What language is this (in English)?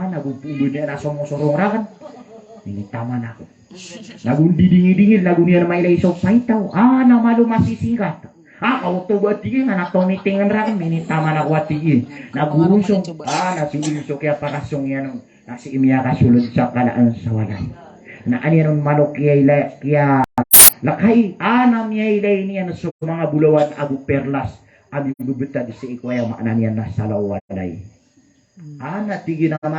Maranao